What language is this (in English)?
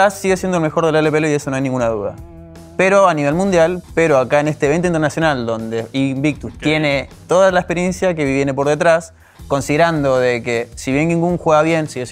Spanish